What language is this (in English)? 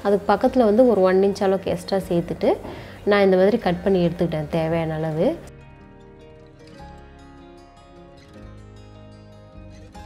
Tamil